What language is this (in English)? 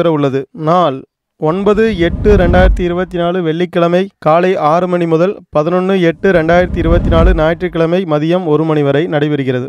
Tamil